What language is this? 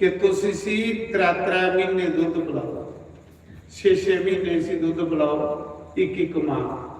Dogri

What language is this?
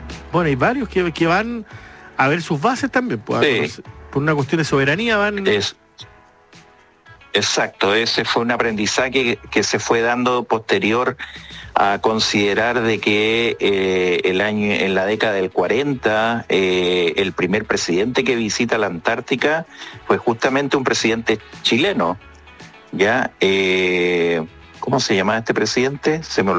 Spanish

